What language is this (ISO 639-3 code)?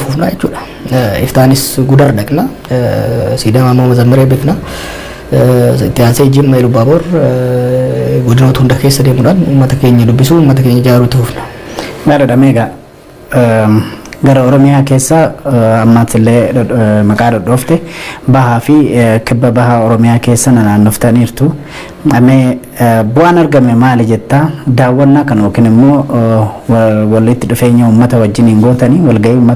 orm